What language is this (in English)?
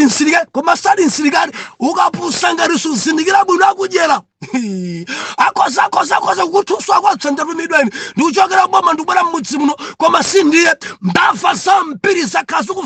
Nyanja